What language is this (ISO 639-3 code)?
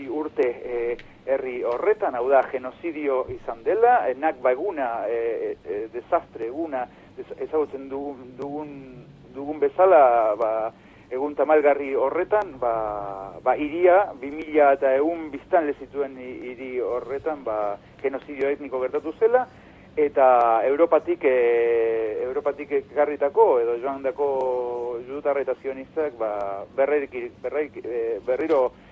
eus